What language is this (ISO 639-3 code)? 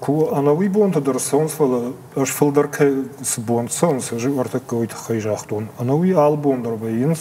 oss